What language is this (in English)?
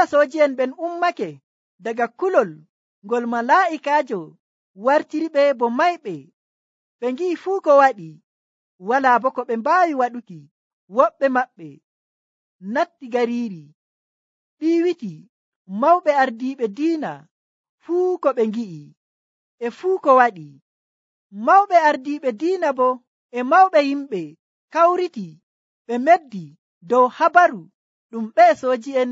Nigerian Fulfulde